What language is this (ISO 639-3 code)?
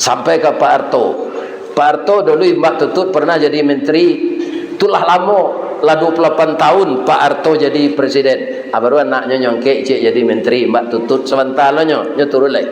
min